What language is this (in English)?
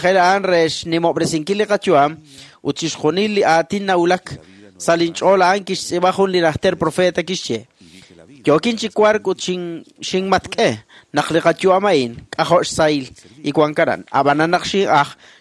Kekchí